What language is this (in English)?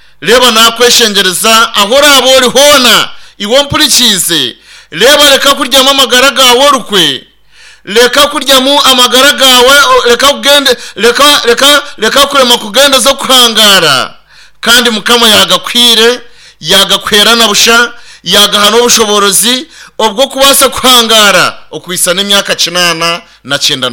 Nyankole